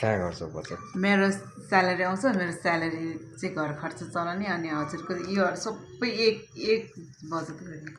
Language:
Nepali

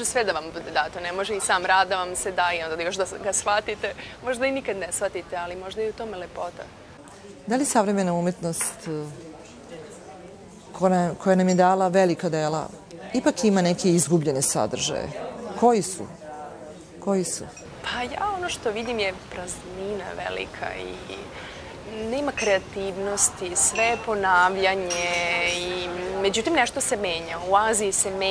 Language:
Serbian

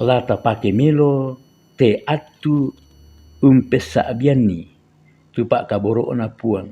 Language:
Toraja-Sa'dan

